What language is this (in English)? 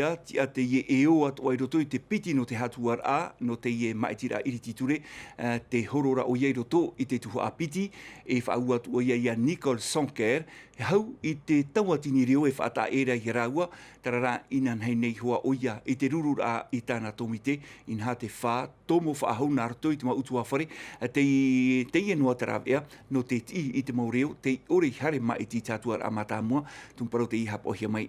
Tahitian